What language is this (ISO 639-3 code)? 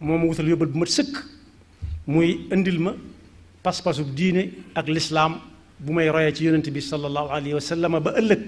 wol